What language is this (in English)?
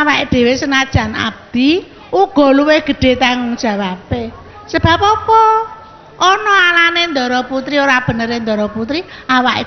Javanese